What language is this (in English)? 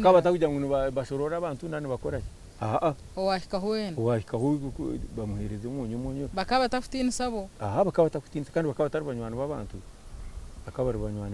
Nyankole